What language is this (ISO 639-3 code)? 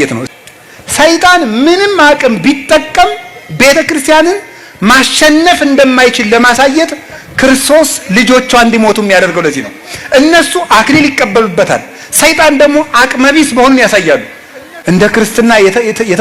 amh